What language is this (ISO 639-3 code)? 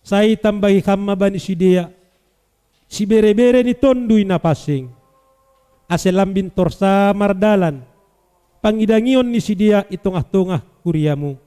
bts